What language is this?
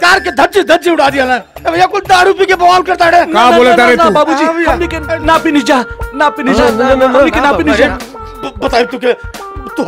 Bhojpuri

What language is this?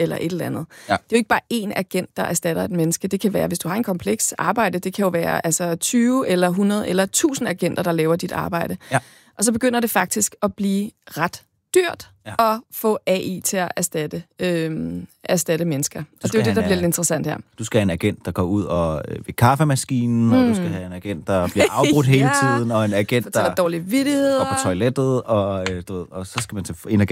Danish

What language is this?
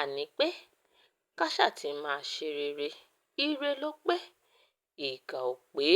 Yoruba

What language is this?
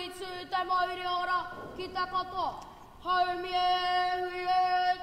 Māori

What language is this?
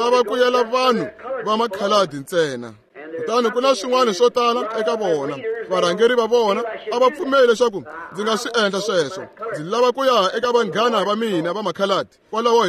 Tsonga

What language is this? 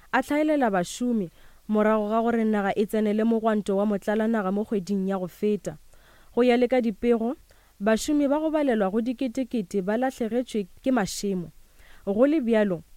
Northern Sotho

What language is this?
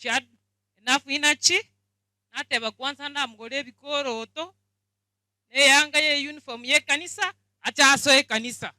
Gusii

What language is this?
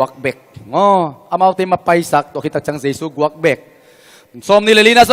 Tedim Chin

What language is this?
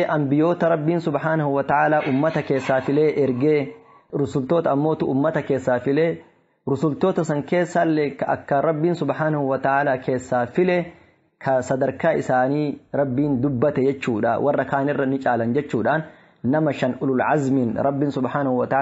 Oromo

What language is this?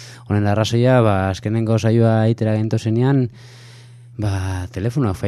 Basque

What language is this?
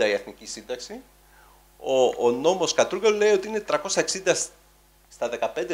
Greek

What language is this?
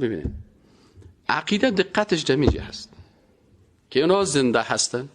Persian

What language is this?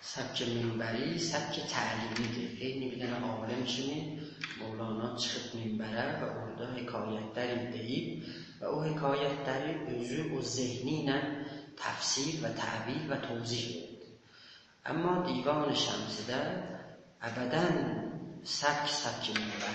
South Azerbaijani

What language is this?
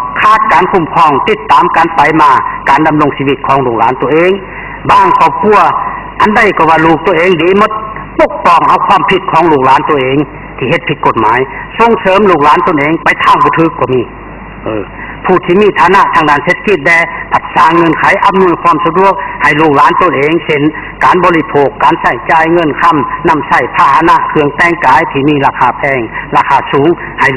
Lao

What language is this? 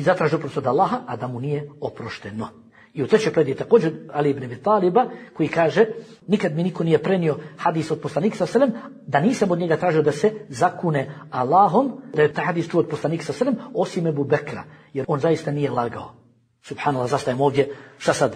Bosnian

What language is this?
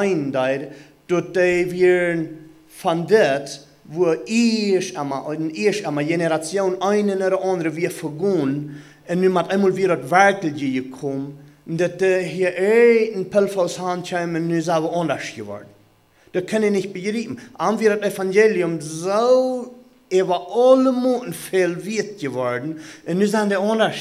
Plautdietsch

